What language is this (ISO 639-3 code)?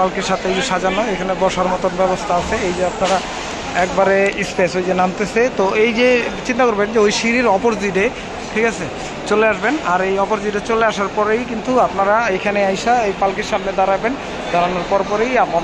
ben